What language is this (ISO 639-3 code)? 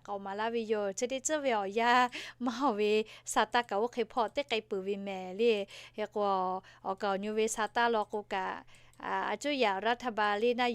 lhu